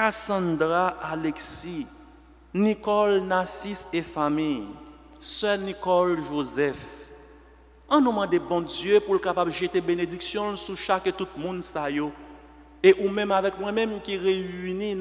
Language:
French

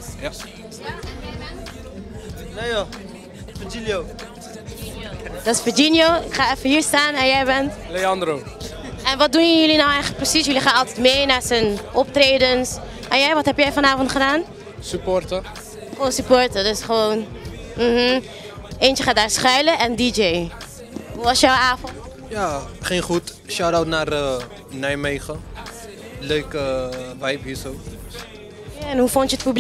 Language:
Dutch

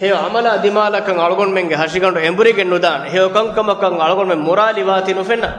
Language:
Divehi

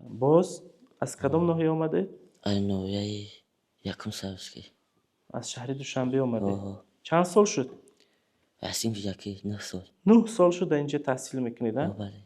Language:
Tajik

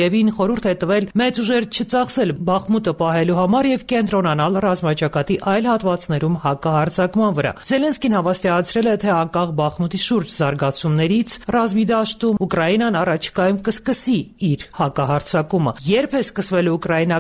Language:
Armenian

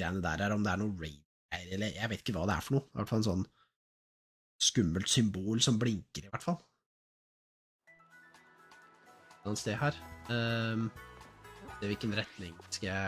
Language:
Norwegian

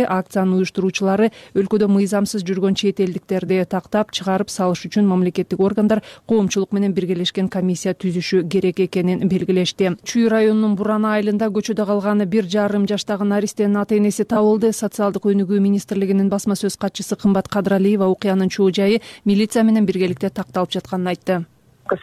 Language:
Kyrgyz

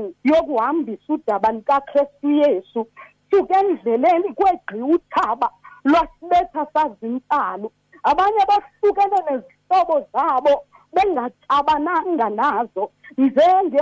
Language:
Xhosa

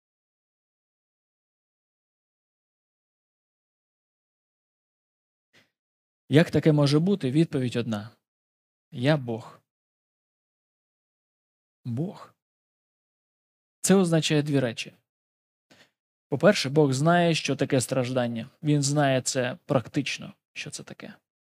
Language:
Ukrainian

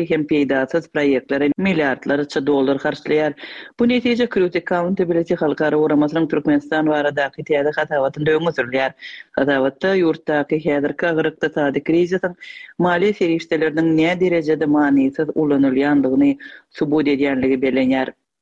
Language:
Turkmen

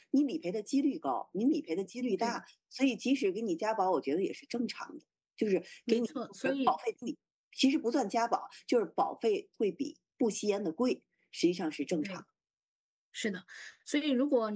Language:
Chinese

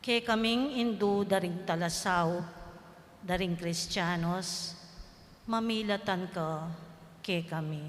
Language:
Pampanga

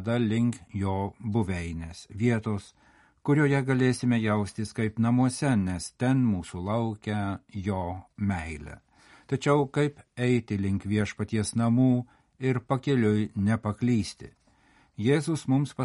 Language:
Lithuanian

